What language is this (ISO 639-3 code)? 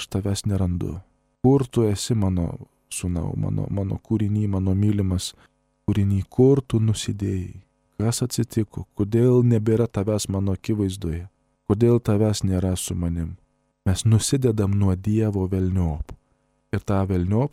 lit